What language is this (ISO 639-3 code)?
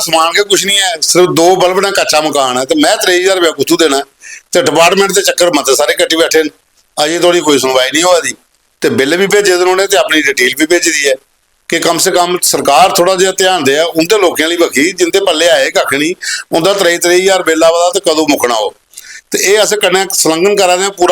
doi